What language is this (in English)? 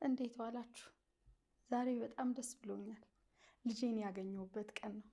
Amharic